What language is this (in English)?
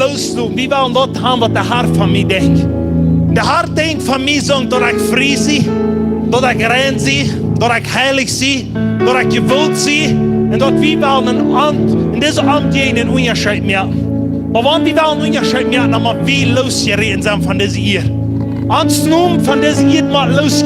Plautdietsch